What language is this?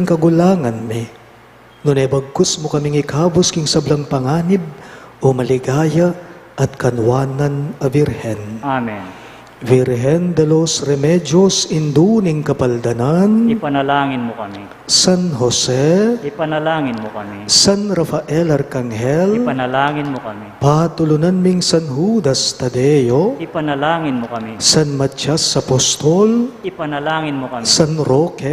Pampanga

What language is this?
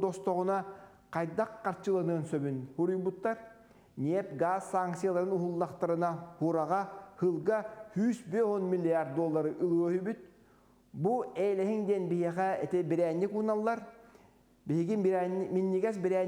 Yakut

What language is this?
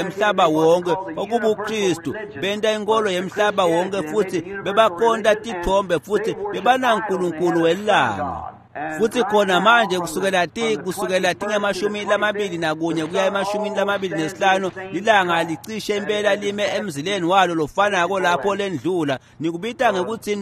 Swati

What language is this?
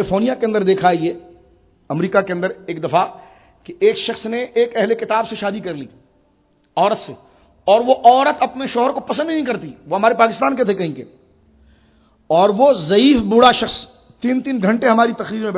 Urdu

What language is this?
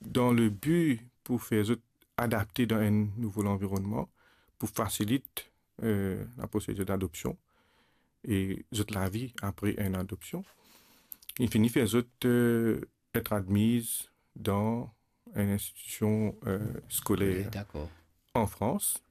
Morisyen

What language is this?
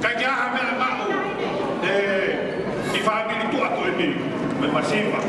Tongan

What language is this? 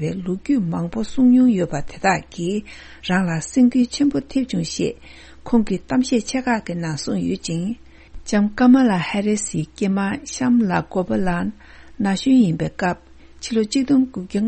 Tibetan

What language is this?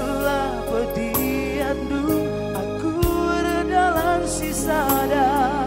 Batak Karo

